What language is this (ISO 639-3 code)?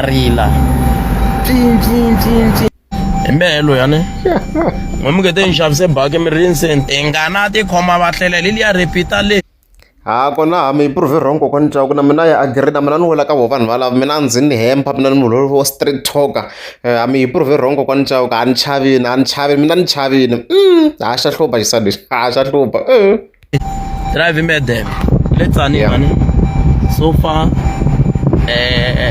tso